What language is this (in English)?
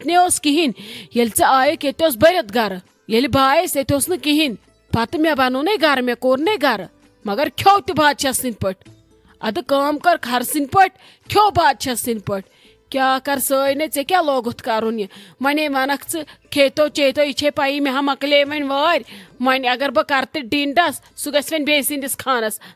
Kashmiri